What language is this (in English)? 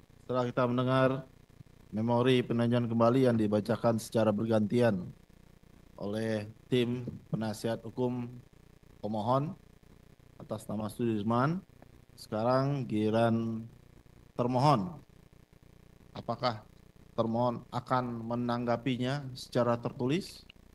Indonesian